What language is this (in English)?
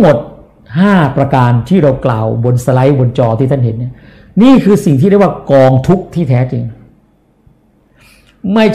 Thai